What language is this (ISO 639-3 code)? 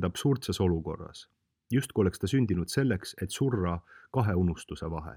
est